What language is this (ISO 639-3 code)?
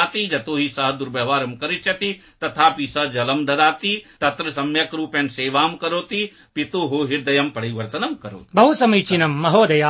san